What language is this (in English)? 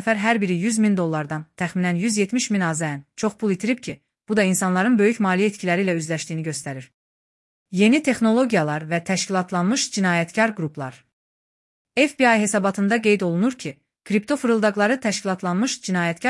Azerbaijani